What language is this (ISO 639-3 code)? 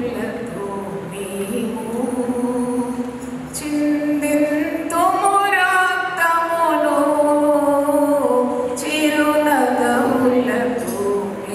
tel